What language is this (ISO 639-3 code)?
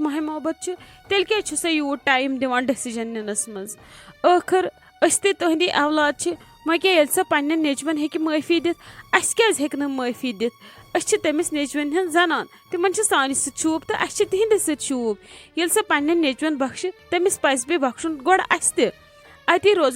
kas